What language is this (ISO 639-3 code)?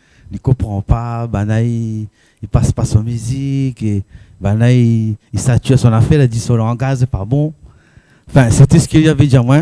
rcf